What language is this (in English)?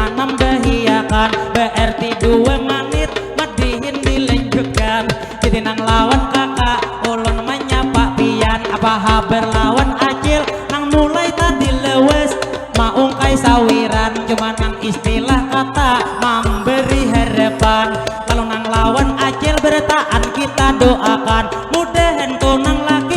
Banjar